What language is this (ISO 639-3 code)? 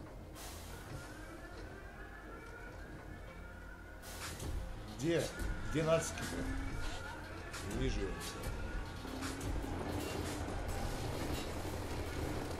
rus